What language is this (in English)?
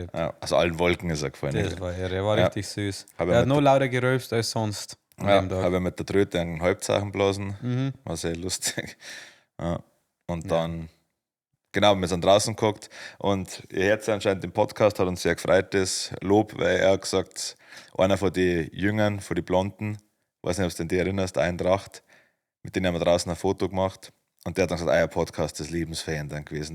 Bavarian